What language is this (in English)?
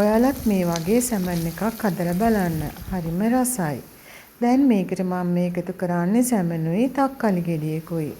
Sinhala